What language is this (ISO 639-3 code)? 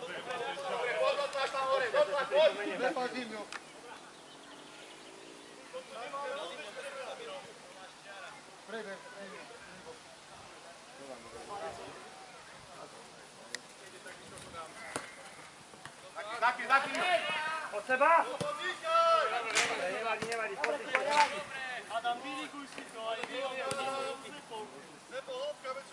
slk